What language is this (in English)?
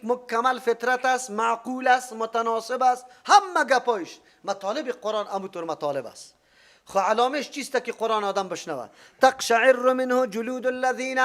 Persian